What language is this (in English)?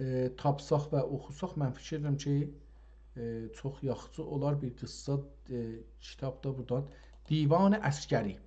South Azerbaijani